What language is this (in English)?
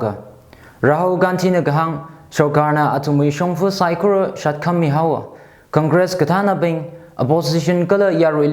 Tangkhul Naga (India)